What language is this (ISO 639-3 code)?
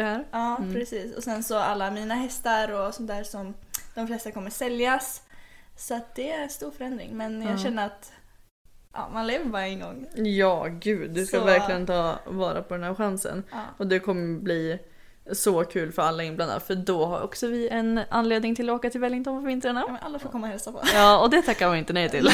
swe